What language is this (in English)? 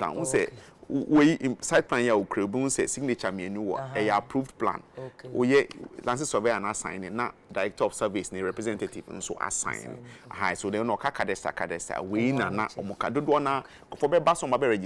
Akan